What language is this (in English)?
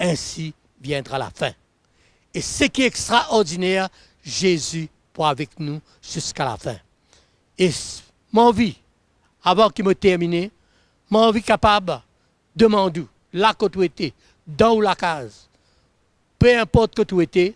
Morisyen